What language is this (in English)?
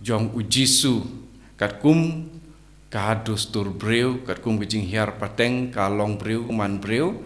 Khasi